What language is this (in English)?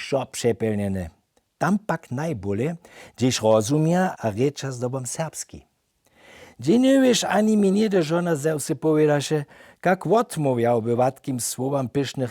Upper Sorbian